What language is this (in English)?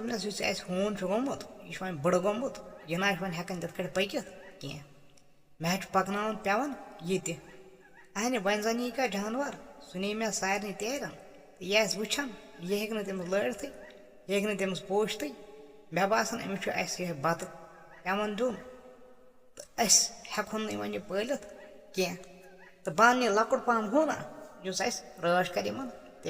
Kashmiri